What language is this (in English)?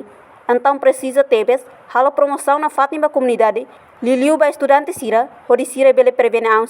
Tetum